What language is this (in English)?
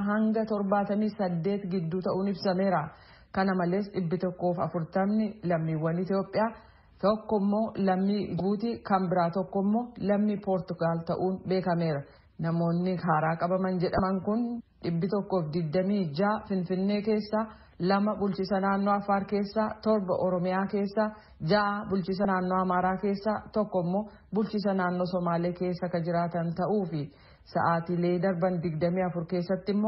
Oromo